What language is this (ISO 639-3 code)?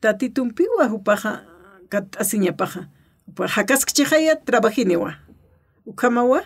aym